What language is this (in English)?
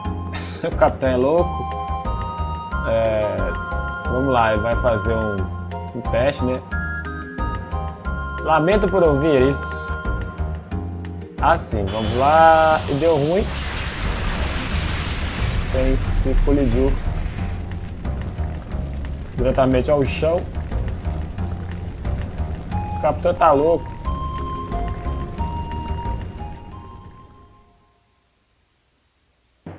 Portuguese